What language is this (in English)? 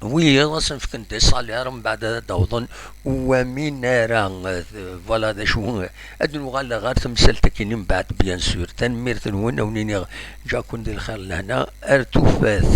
Kabyle